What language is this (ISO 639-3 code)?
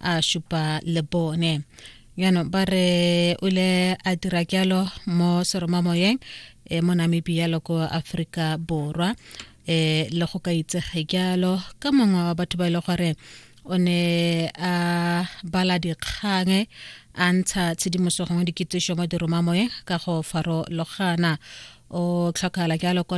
tsn